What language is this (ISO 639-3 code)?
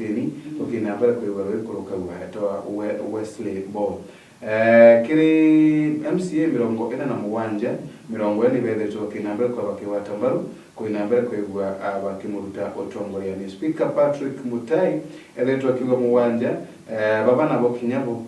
mer